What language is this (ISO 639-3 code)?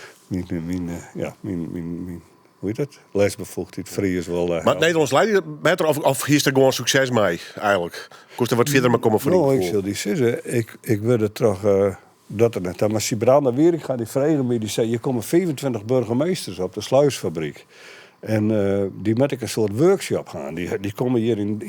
fry